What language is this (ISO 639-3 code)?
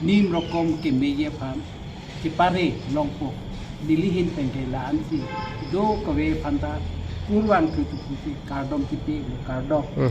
mjw